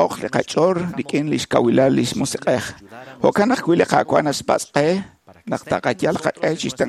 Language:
Kekchí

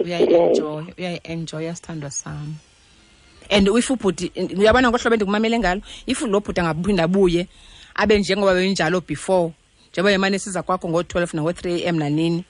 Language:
Xhosa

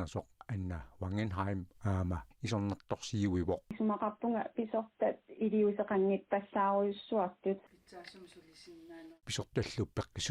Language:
Kalaallisut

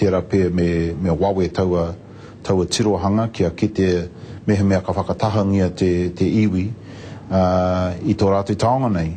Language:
Māori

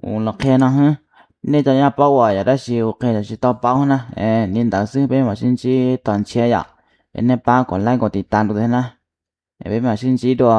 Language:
Hmong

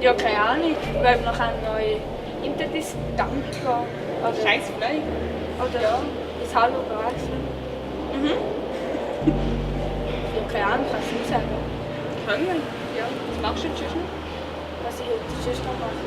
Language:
Swiss German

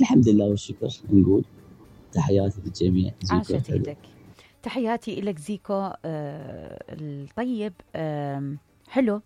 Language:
Mesopotamian Arabic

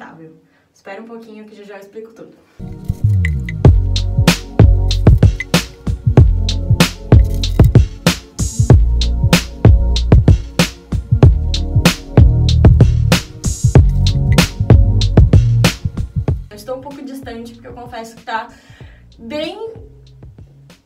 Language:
Portuguese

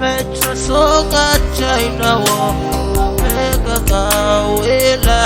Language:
Pohnpeian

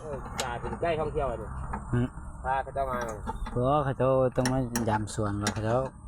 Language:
Lao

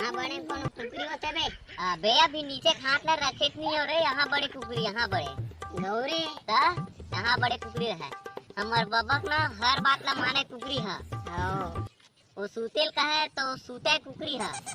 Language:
Chhattisgarhi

